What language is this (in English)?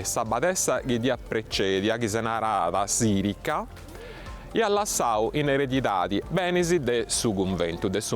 Sardinian